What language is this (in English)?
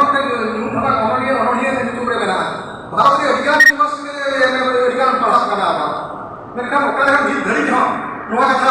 Santali